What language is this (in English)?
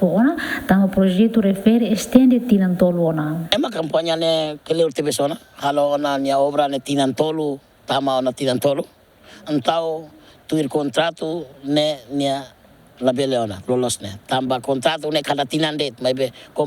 Tetum